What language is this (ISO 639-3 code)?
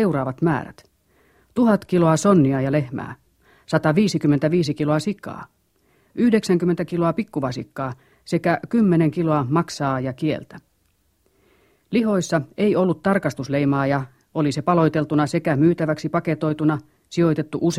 fin